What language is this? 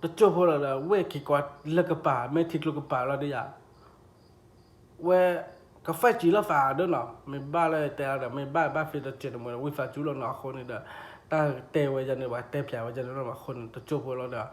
S'gaw Karen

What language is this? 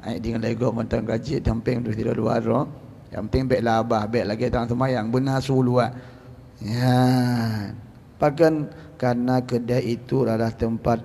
Achinese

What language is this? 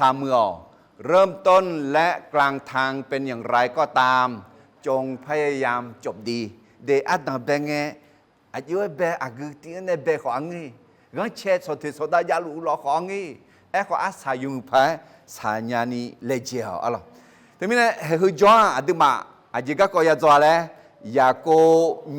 Akha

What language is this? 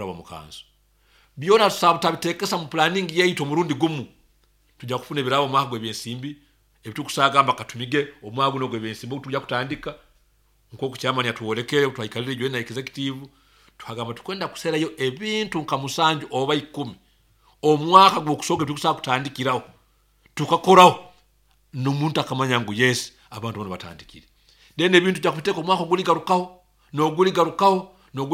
Nyoro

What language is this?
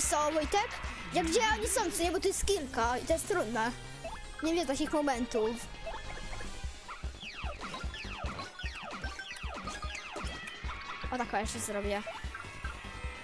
Polish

